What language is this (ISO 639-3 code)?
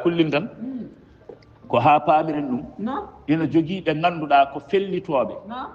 ful